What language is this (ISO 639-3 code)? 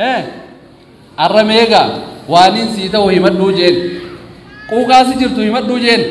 orm